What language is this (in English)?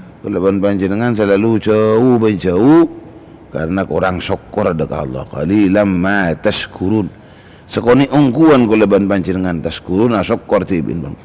Madurese